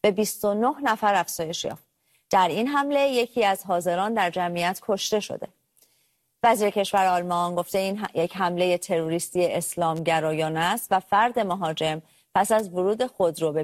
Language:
Persian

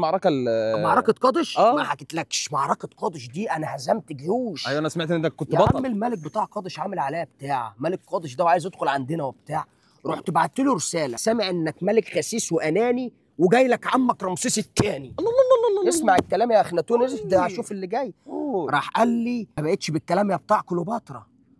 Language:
Egyptian Arabic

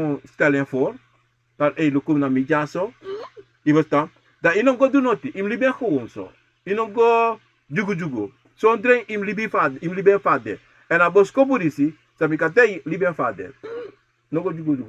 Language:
Sranan Tongo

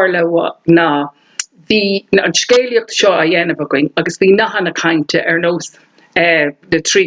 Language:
Irish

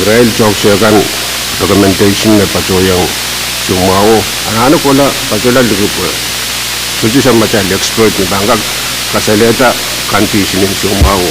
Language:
Pohnpeian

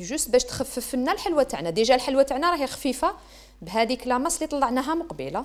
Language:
Algerian Arabic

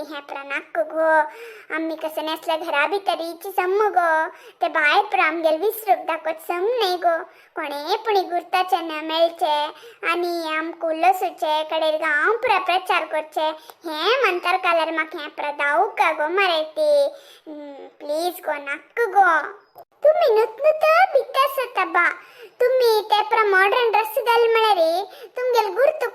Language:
Konkani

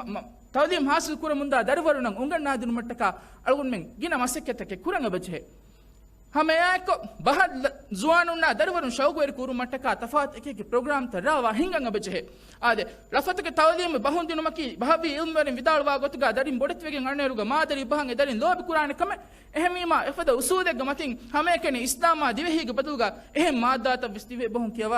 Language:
Divehi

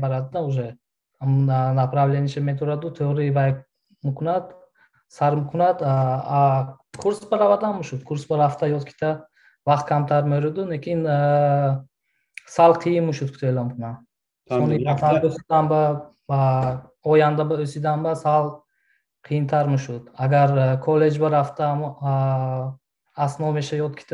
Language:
Tajik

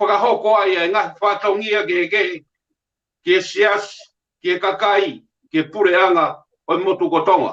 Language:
Tongan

